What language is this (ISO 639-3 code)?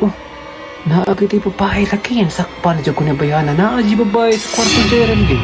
ceb